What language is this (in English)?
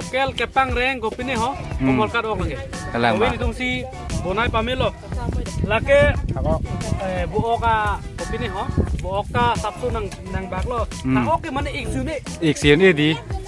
Karbi